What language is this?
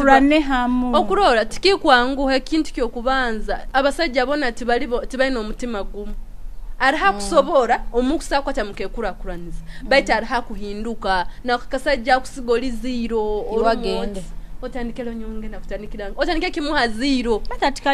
Nyoro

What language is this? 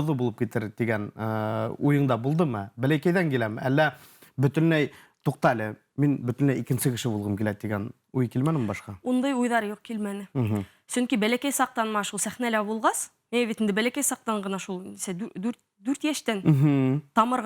Bashkir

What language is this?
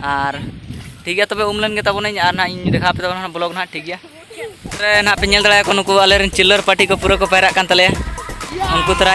Santali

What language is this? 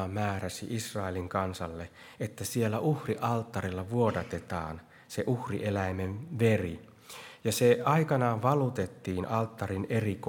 Finnish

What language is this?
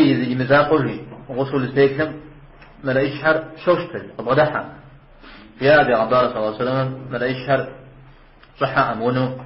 Kabardian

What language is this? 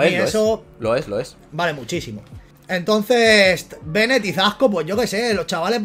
Spanish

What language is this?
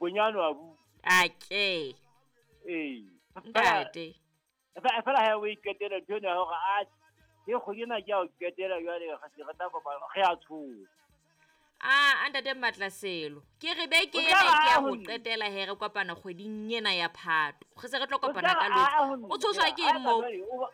Southern Sotho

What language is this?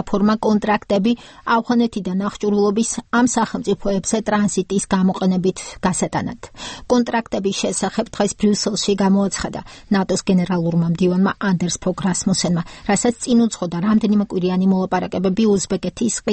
Georgian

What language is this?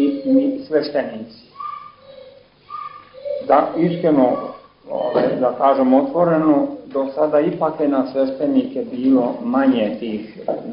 Serbian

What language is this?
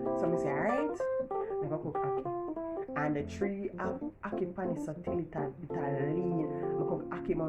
Jamaican Creole English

